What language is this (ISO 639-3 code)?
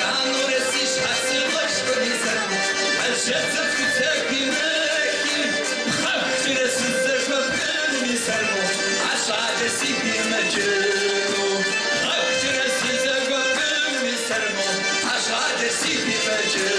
kbd